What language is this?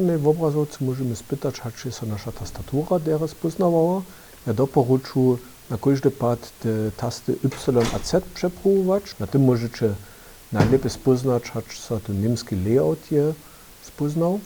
Upper Sorbian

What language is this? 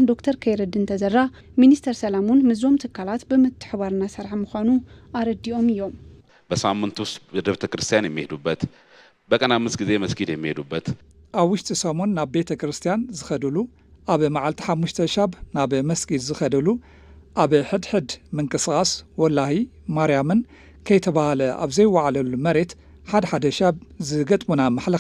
Tigrinya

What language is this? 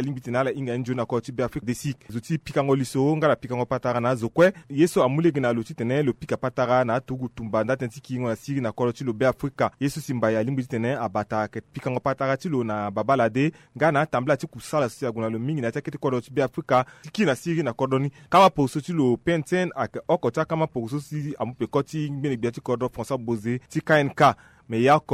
Sango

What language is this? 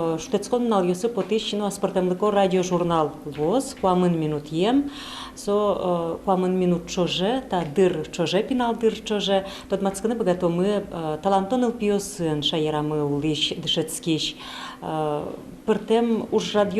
Udmurt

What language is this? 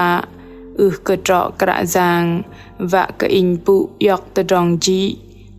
Bahnar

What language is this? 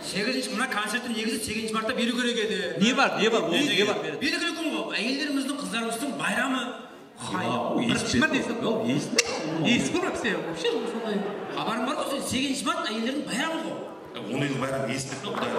Kara-Kalpak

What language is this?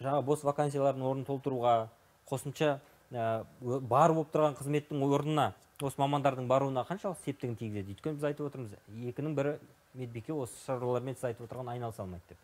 Kazakh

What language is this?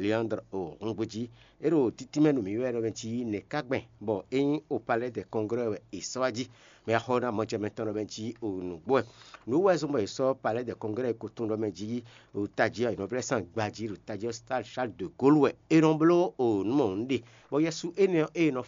Fon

